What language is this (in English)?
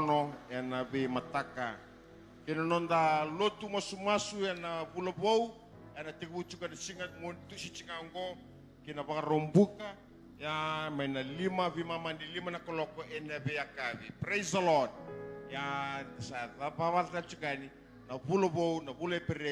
Fijian